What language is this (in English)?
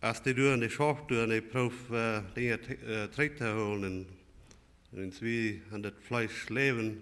Plautdietsch